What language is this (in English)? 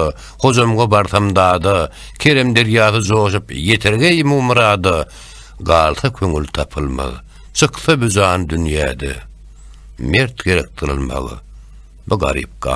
Turkmen